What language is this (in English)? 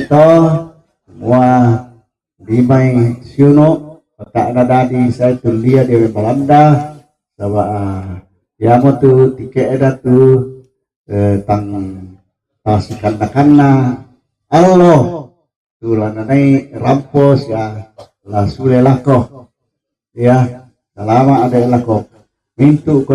Toraja-Sa'dan